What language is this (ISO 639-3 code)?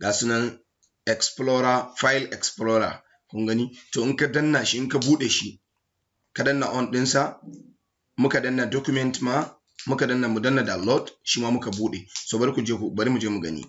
hau